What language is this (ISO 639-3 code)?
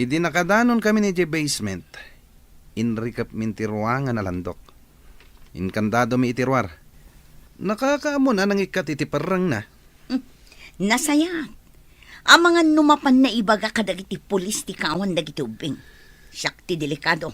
ilo